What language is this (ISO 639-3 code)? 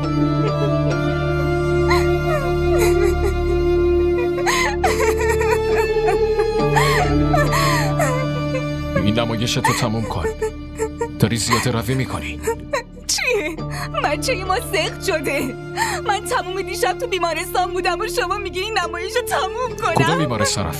fas